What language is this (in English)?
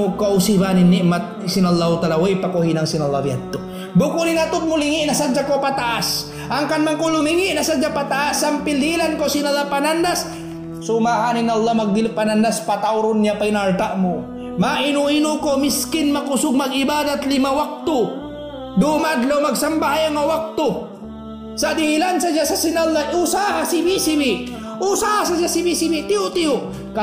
Tausug